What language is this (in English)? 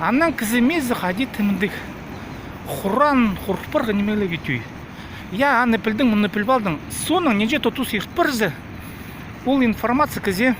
Khakas